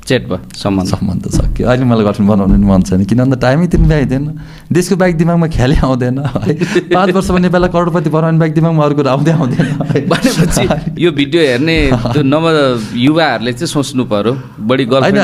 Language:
Nepali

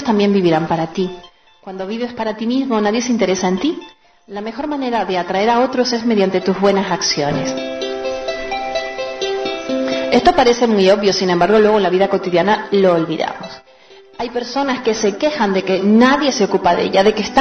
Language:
Spanish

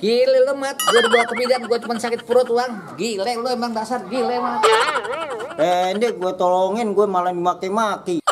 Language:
Betawi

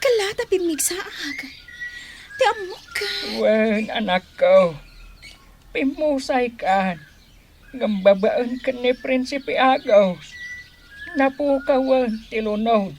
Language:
Iloko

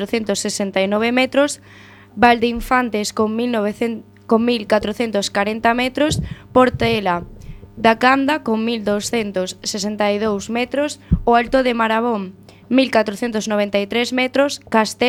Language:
Galician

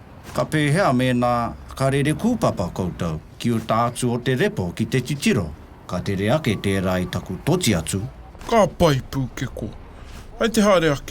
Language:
Māori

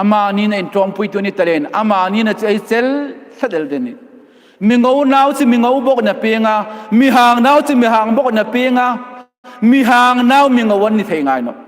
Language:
Hmar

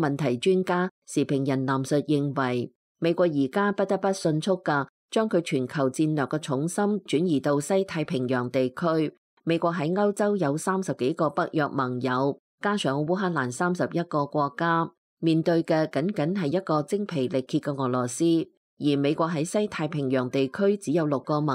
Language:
Cantonese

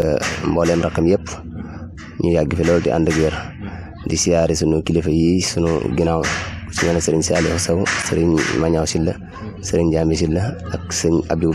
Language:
Wolof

